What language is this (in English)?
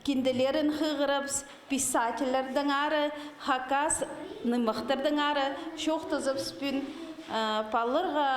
Khakas